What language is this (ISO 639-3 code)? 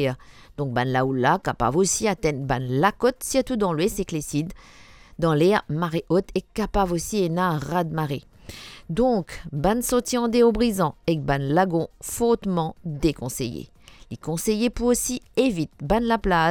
mfe